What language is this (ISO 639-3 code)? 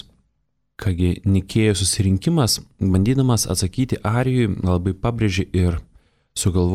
lit